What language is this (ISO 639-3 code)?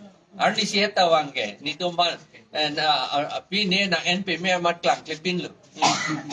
mjw